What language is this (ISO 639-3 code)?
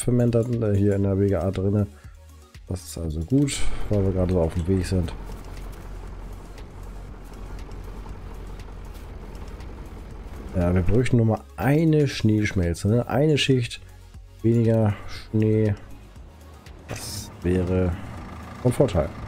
deu